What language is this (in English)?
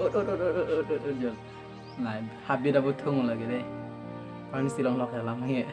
Karbi